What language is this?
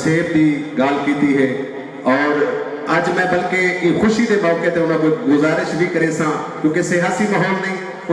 Saraiki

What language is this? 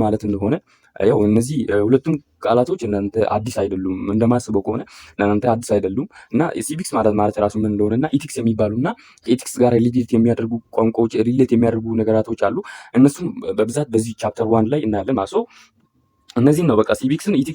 Amharic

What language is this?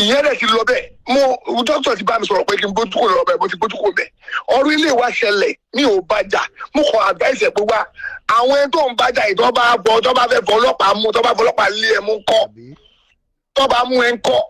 Yoruba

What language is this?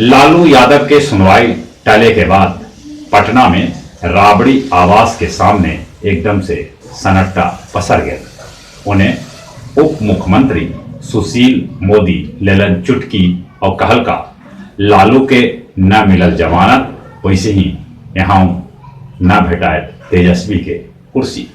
Magahi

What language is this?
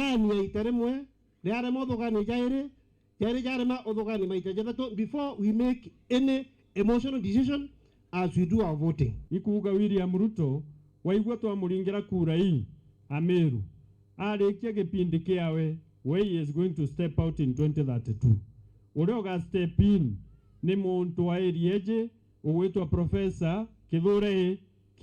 Meru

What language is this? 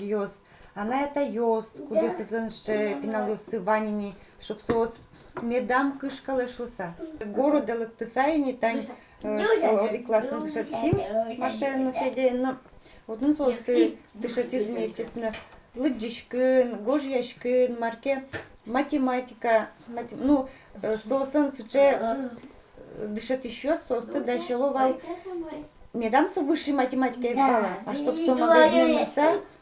Udmurt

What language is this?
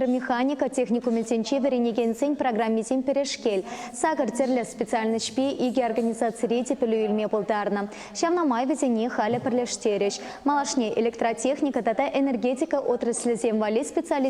Chuvash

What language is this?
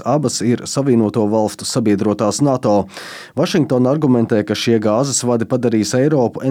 Latvian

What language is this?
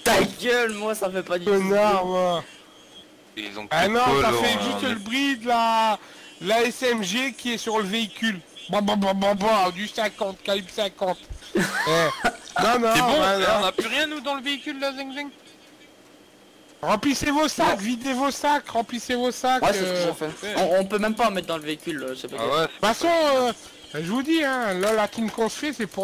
French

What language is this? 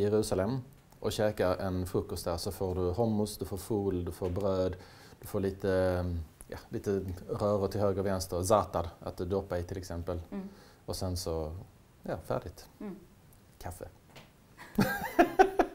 Swedish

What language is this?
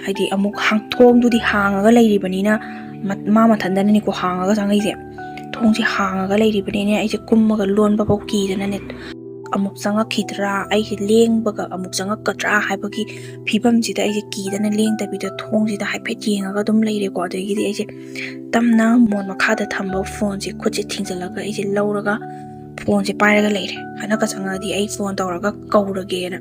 Manipuri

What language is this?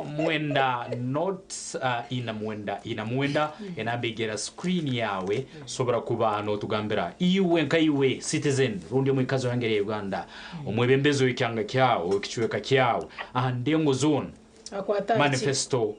Nyankole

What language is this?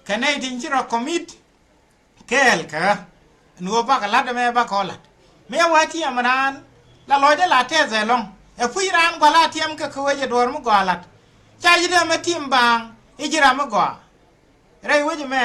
Nuer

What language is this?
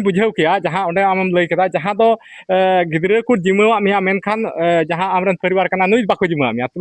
Santali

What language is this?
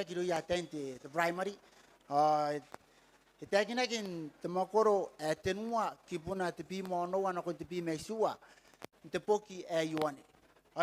Gilbertese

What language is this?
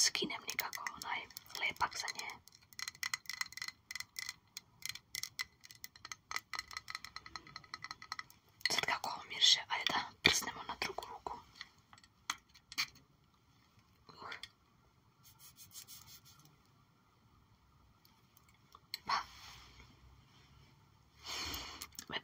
Serbian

